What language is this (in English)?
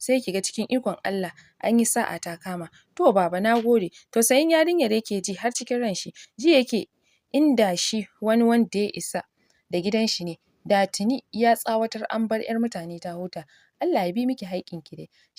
Hausa